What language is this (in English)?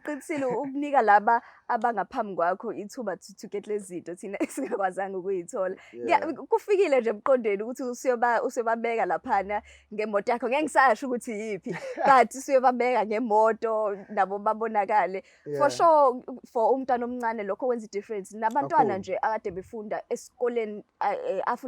Zulu